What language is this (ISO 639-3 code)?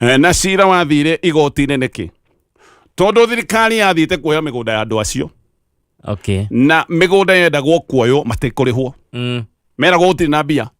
kik